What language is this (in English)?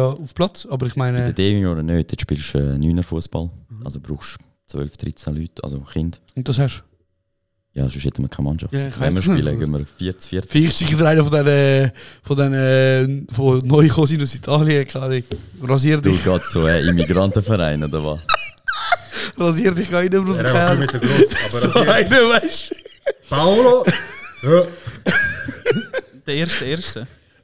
Swiss German